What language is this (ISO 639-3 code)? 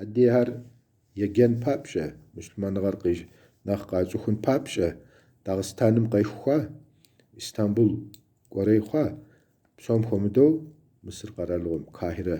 kbd